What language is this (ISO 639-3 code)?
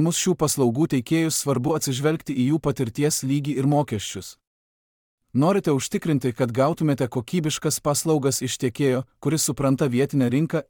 lit